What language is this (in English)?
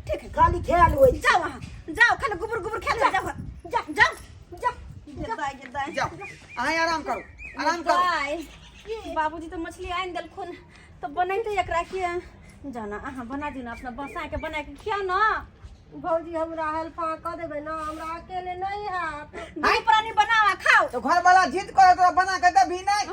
Maithili